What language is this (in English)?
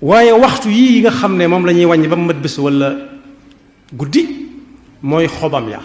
Wolof